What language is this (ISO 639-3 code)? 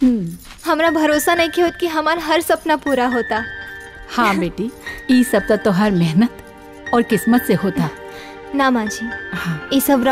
bho